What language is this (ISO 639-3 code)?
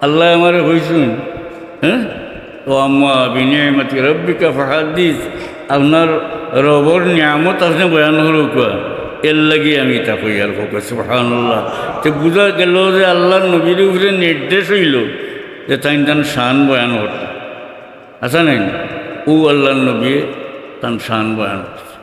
syl